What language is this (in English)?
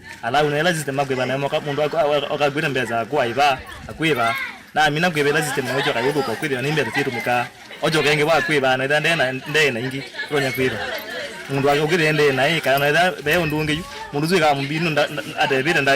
Kamba